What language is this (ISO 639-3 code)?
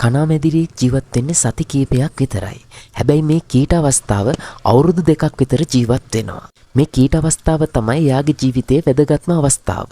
sin